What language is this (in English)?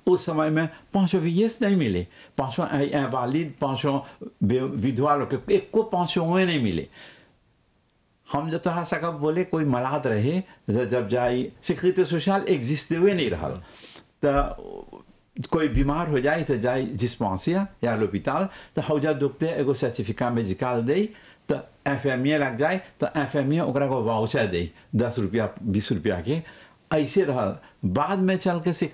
Bhojpuri